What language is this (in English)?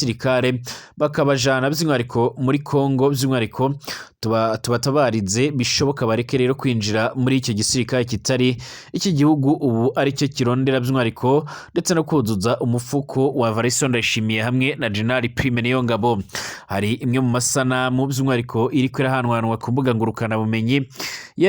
Rundi